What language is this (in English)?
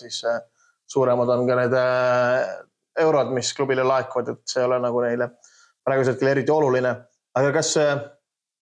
Estonian